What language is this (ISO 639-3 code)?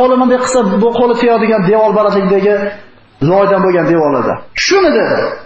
uzb